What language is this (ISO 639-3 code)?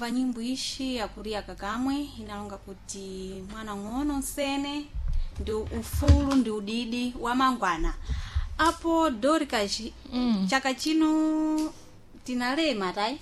seh